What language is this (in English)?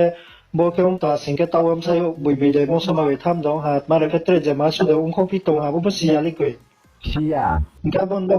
Riang (India)